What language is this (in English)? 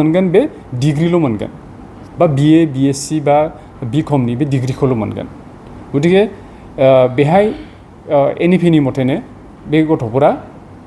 Bodo